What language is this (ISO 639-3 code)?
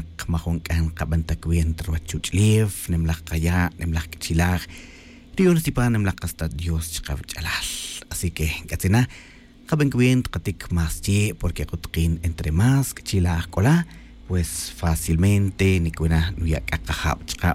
tzj